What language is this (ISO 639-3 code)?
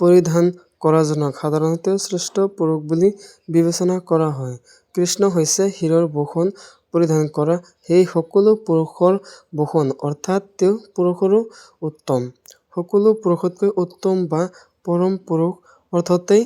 asm